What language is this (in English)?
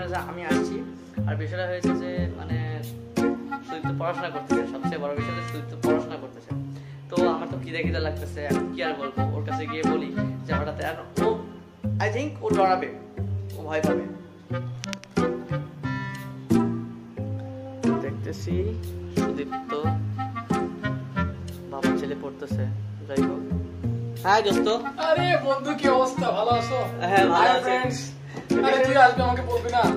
Bangla